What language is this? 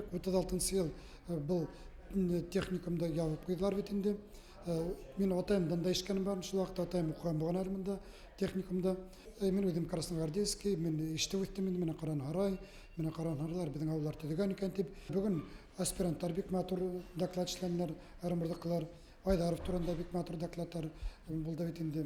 Bashkir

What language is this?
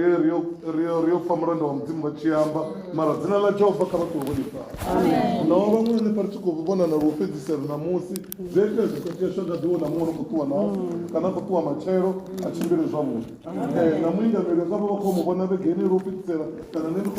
Venda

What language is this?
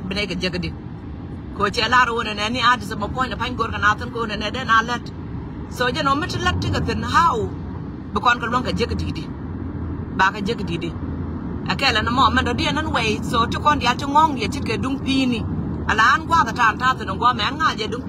Nuer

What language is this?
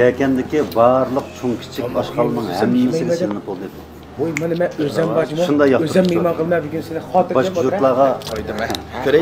Uyghur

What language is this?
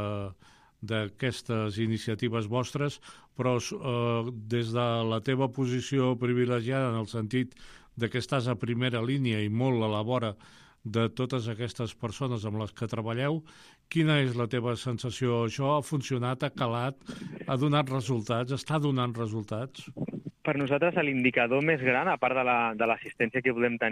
Catalan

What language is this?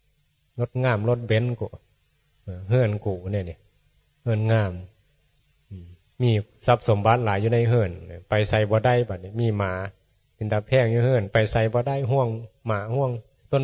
Northeastern Thai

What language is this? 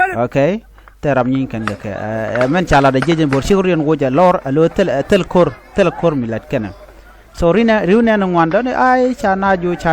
Nuer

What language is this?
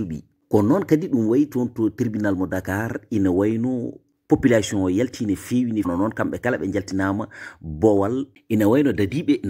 Fula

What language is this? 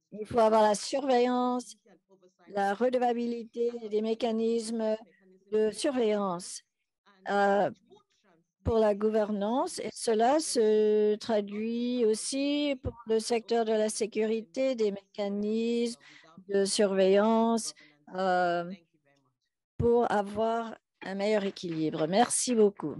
French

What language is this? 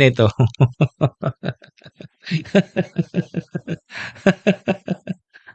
Bikol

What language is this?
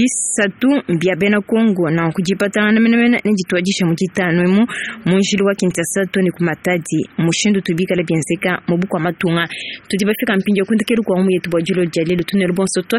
Luba-Lulua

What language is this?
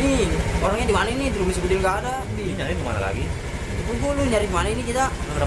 Betawi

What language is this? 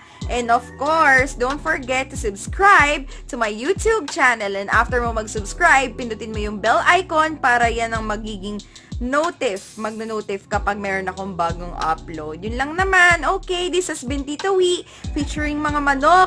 Filipino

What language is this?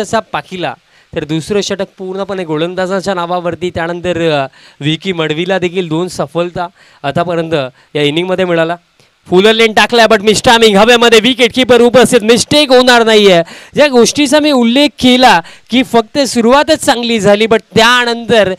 Marathi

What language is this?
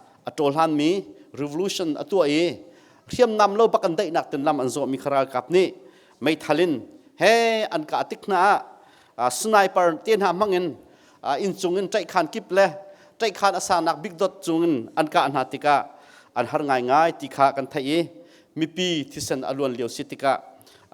Hakha Chin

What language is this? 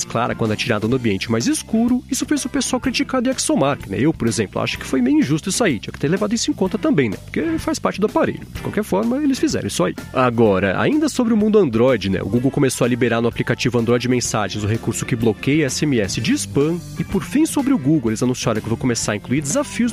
Portuguese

